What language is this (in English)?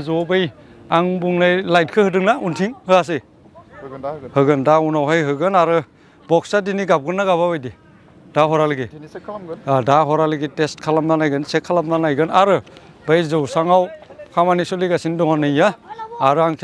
Bodo